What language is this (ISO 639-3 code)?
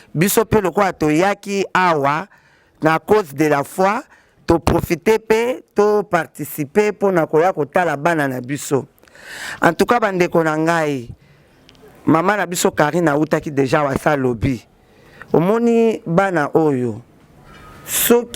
lin